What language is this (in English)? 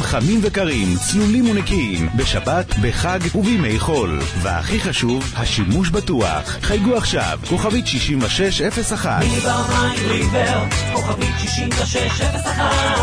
Hebrew